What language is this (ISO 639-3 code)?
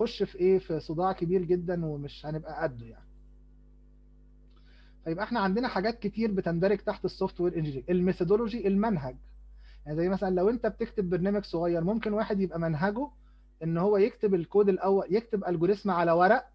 arz